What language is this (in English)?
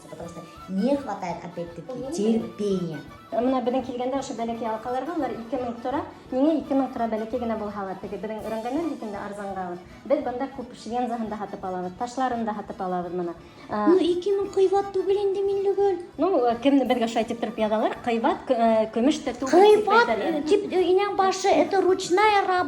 Bashkir